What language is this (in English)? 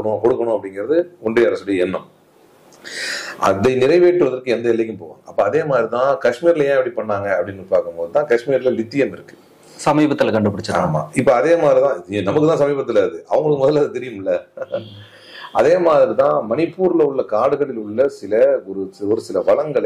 Tamil